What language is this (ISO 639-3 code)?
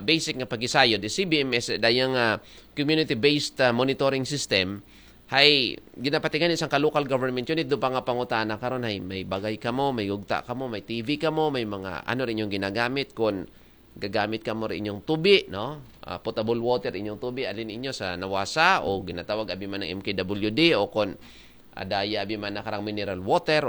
akl